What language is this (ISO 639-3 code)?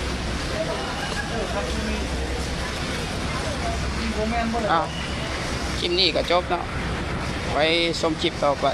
lao